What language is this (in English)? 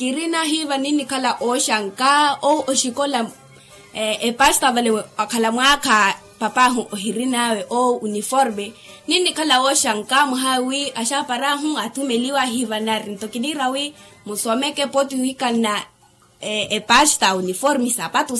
Makhuwa